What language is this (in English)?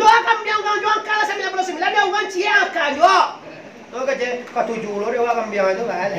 Minangkabau